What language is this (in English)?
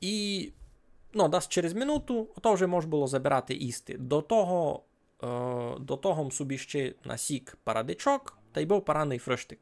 Rusyn